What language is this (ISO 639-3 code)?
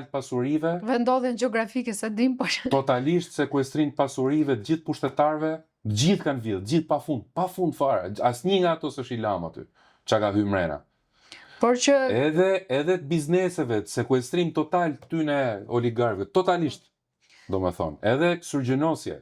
sqi